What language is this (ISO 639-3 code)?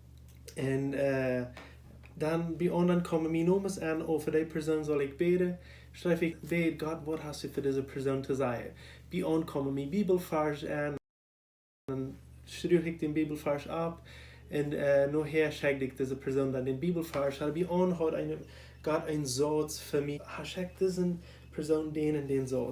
pdt